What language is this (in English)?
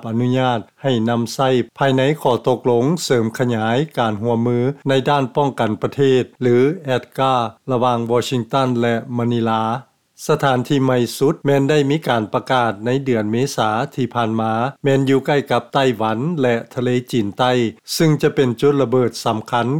Lao